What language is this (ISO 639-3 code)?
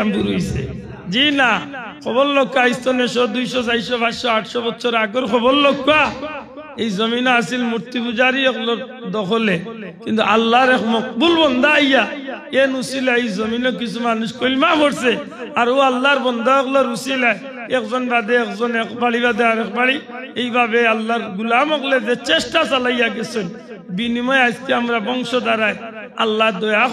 syl